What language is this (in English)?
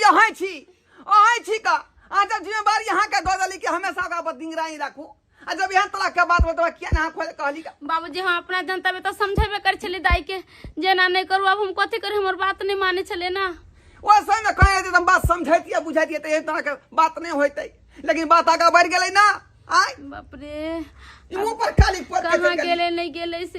Maithili